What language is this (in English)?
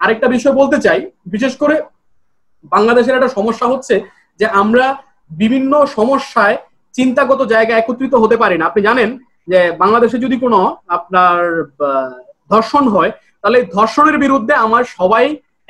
Bangla